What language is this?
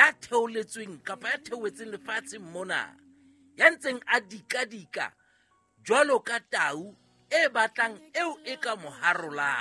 Southern Sotho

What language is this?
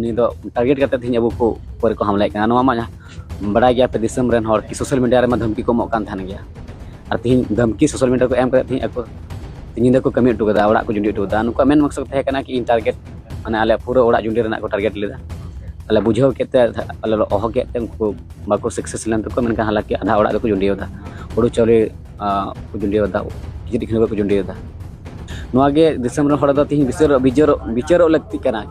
Santali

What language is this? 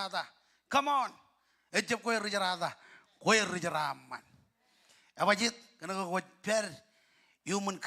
Marshallese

